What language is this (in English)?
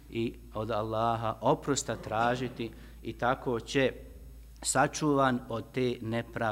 Bosnian